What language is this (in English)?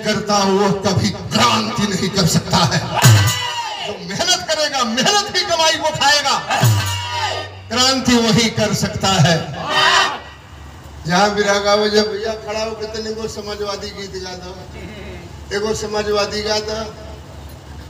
Bhojpuri